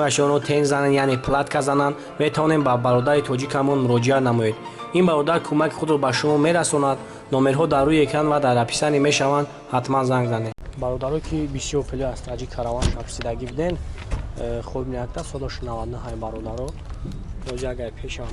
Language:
Tajik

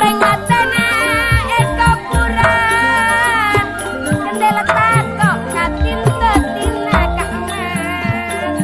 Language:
Madurese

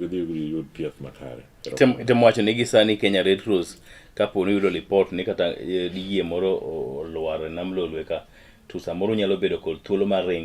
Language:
Luo (Kenya and Tanzania)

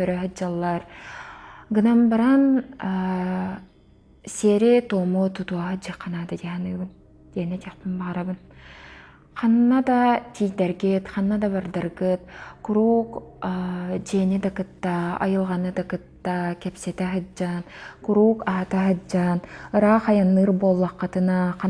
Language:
Yakut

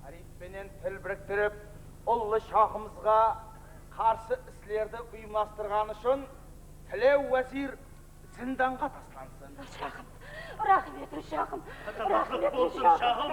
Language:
Kara-Kalpak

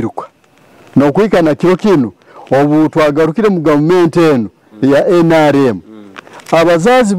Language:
Nyoro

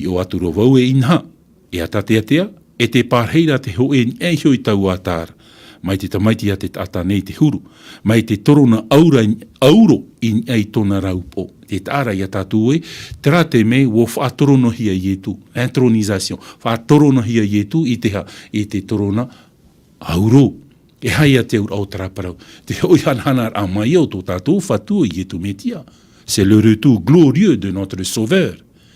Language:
Tahitian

